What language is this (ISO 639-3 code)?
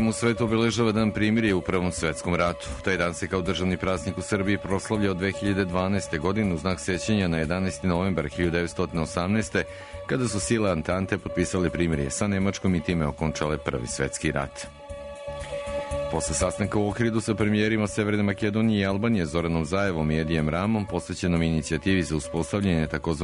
srp